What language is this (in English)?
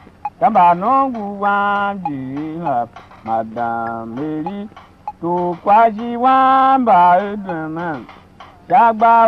Tiv